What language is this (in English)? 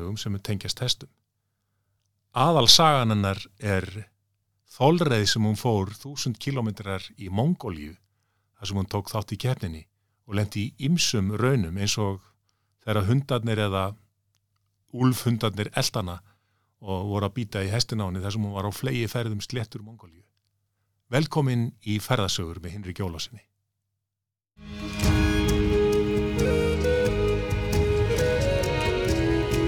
Icelandic